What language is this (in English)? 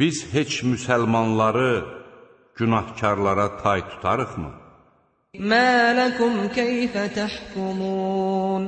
Azerbaijani